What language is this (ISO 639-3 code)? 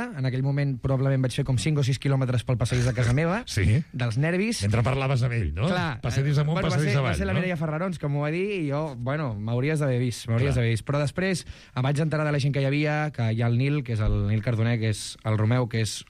cat